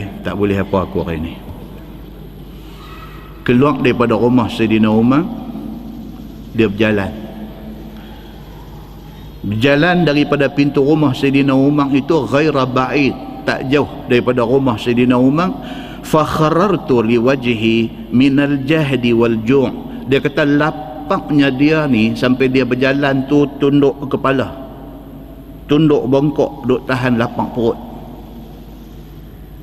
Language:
Malay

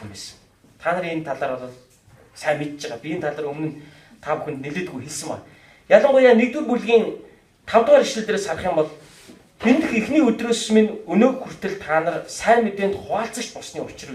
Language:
Mongolian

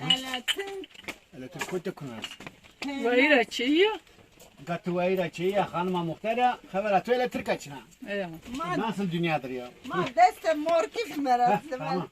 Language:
Zaza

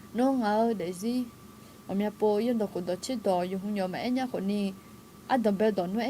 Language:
Akha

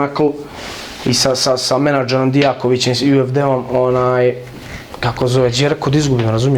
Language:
Bosnian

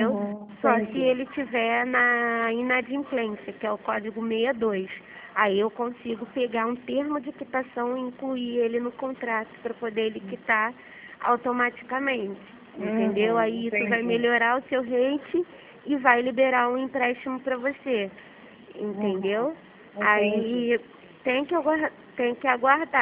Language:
Portuguese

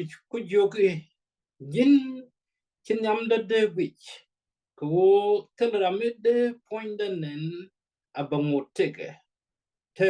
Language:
Nuer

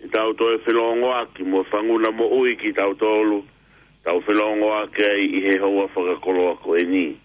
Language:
Tongan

